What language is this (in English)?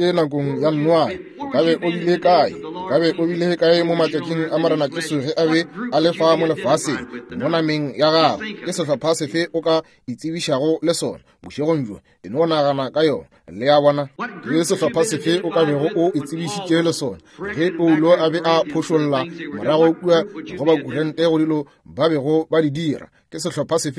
Northern Sotho